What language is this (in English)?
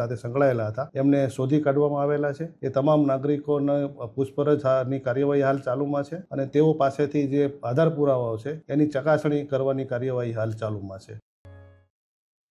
Gujarati